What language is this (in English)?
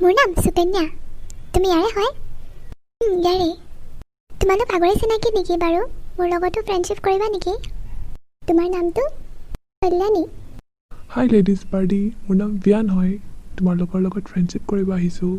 Assamese